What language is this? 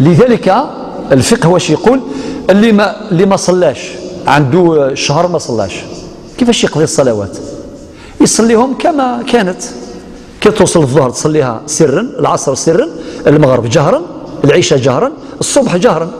Algerian Arabic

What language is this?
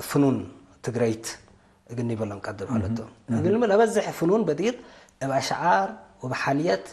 Tigre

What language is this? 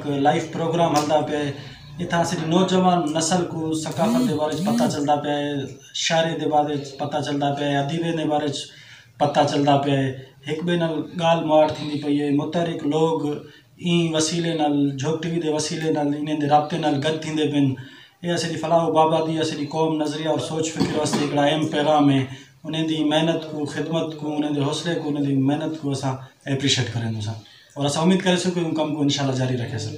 Saraiki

